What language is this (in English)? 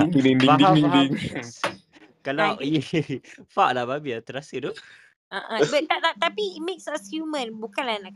Malay